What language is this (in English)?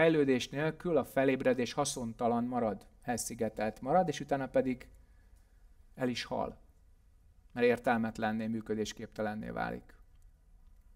Hungarian